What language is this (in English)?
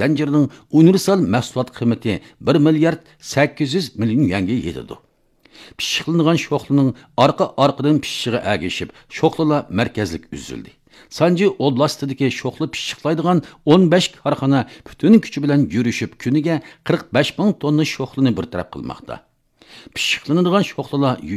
Uyghur